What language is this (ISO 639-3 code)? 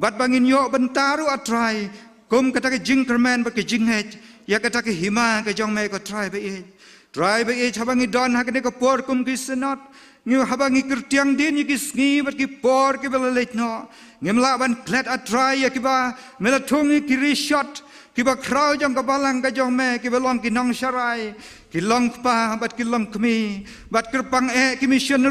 kha